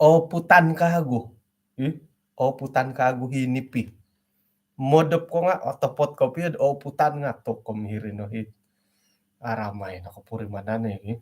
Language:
Central Dusun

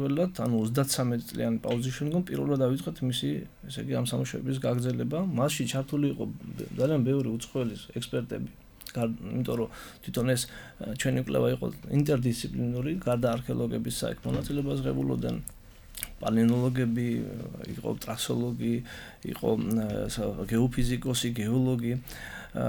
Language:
Georgian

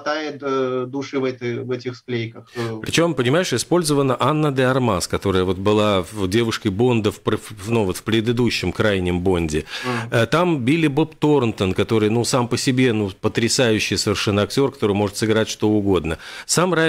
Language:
Russian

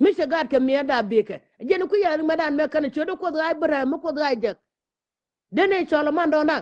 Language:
Nuer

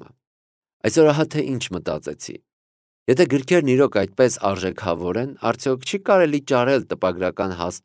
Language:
Armenian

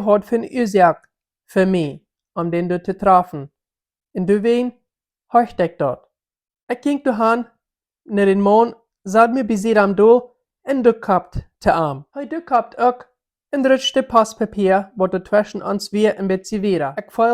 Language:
Plautdietsch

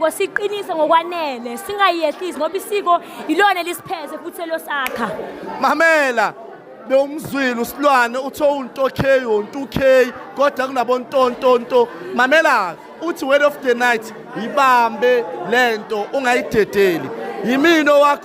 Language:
Zulu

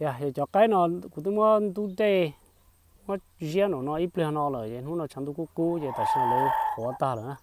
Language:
Hmong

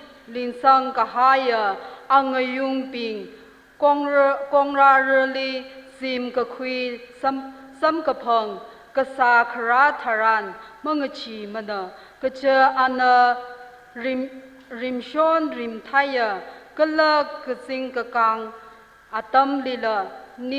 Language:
Tangkhul Naga (India)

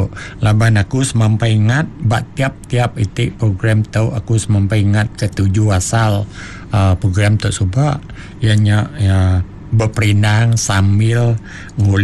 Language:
Iban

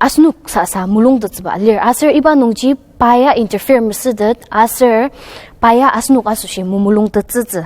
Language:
Ao Naga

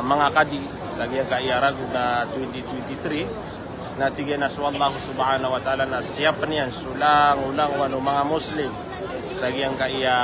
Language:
Maranao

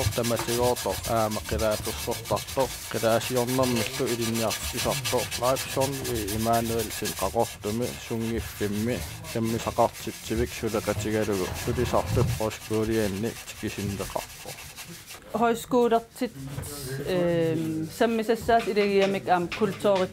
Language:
Kalaallisut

